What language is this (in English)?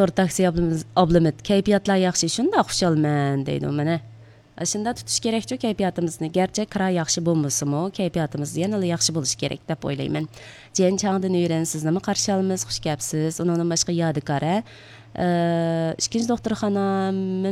Uyghur